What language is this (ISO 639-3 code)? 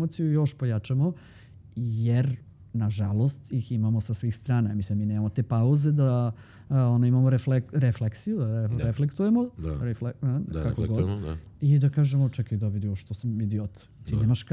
srp